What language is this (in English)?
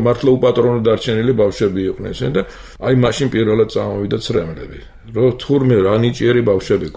Georgian